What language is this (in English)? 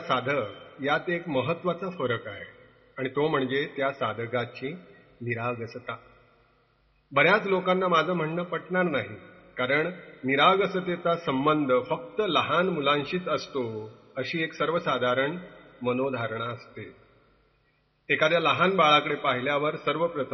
Marathi